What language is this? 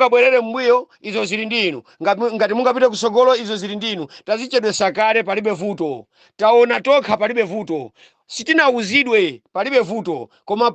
Nyanja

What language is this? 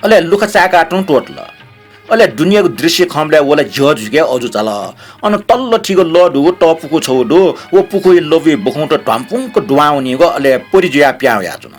Newari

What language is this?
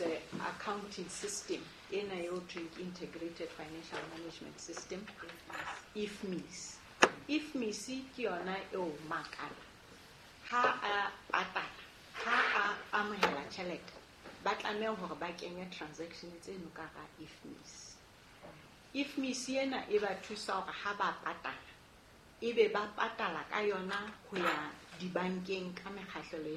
Southern Sotho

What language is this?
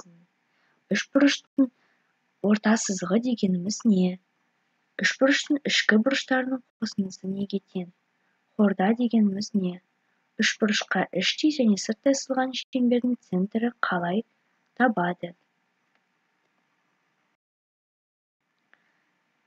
Kazakh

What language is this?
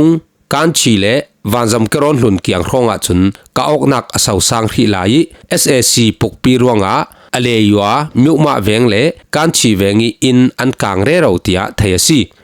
Falam Chin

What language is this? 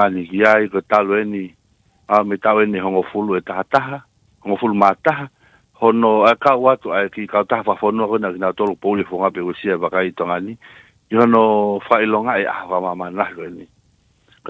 Tongan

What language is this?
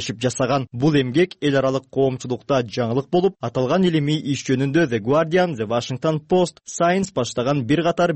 Kyrgyz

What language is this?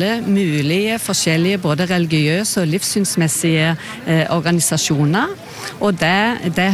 Norwegian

